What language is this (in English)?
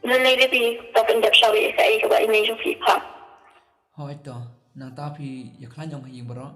Khasi